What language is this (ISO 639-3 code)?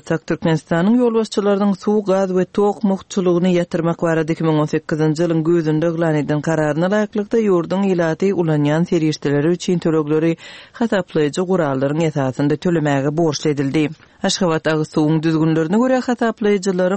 tuk